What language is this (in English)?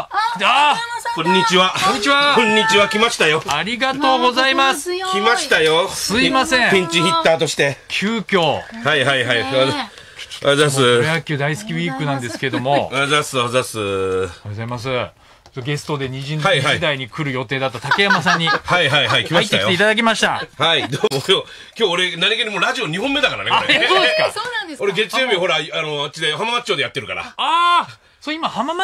Japanese